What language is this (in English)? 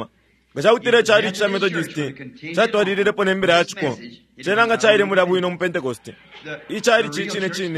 Bemba